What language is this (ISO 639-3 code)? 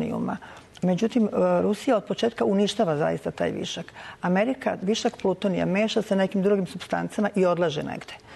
srp